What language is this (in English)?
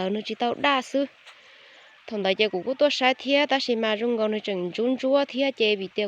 Hmong